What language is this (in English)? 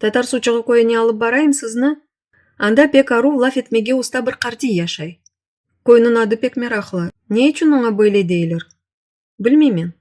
Crimean Tatar